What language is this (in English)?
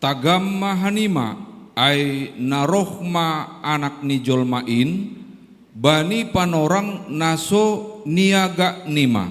Batak Simalungun